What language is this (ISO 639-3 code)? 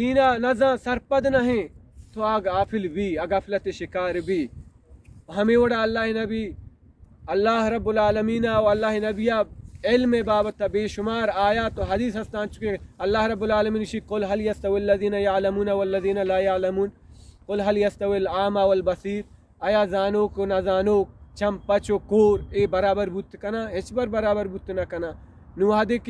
bal